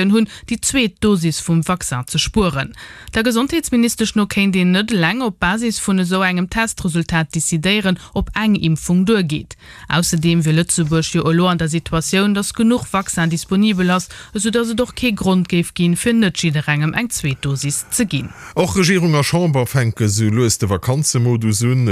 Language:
Luxembourgish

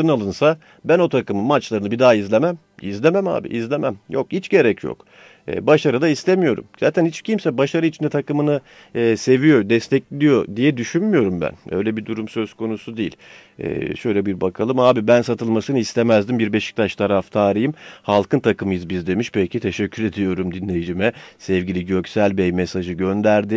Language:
Turkish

